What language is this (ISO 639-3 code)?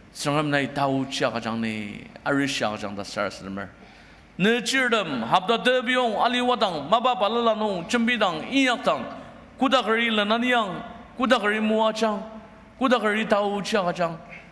njo